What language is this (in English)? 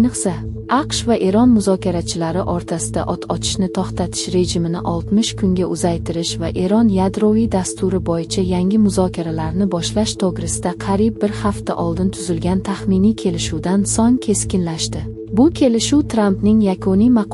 Uzbek